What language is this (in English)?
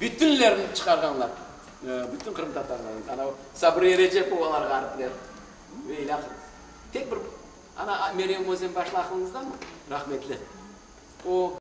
Crimean Tatar